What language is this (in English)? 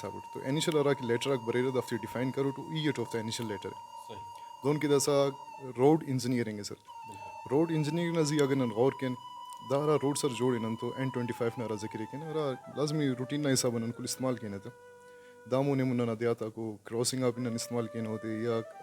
Brahui